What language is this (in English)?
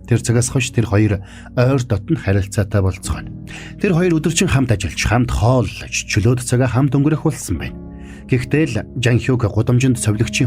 Mongolian